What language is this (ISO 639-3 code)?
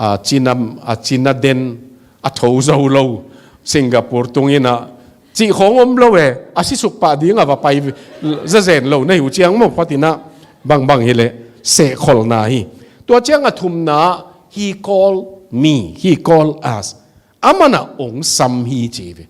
ctd